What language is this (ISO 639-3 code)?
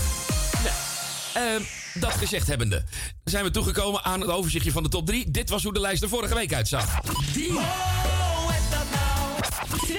nld